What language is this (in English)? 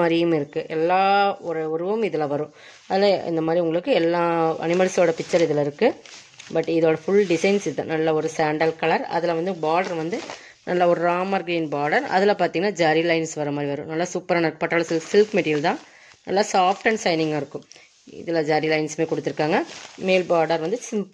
Tamil